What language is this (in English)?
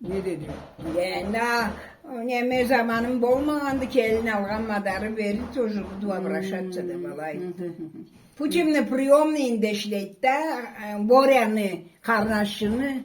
Karachay-Balkar